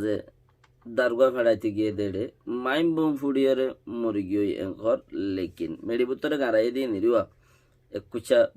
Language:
Rohingya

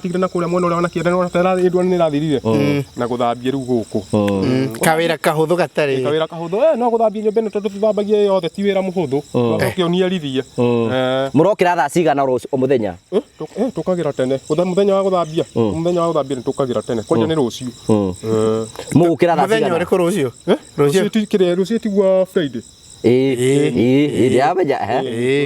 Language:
Kikuyu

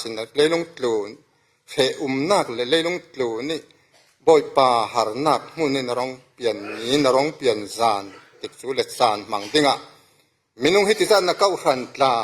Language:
Falam Chin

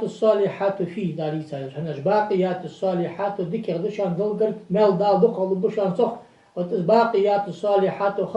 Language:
Ingush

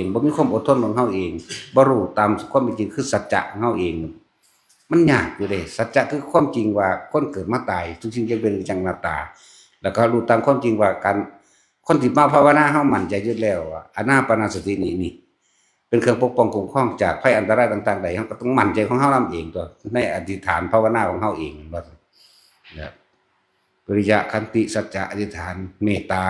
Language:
Northeastern Thai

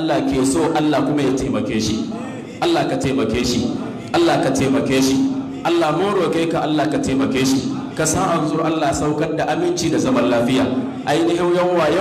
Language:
Hausa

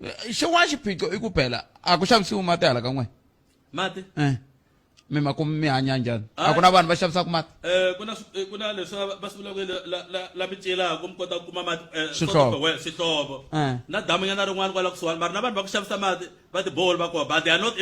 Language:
Tsonga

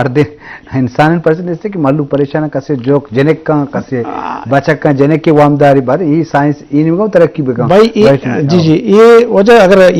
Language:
Eastern Balochi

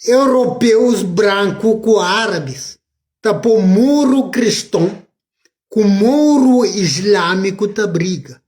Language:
Kabuverdianu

